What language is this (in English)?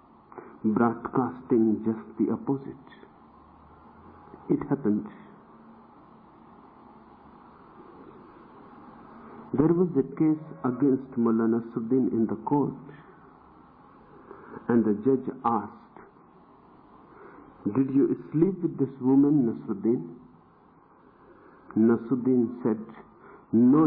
English